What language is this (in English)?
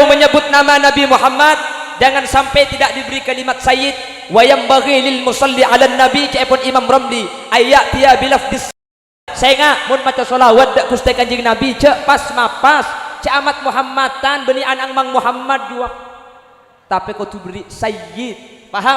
Madurese